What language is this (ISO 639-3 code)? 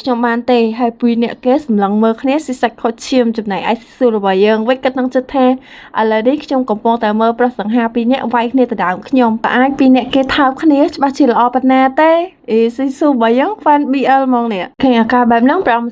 khm